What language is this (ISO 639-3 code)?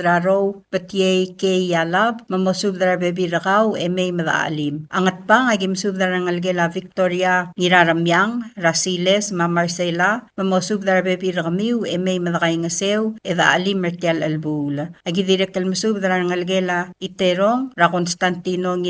pau